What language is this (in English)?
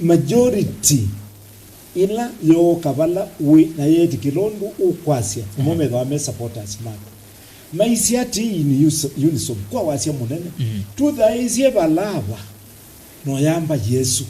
Kamba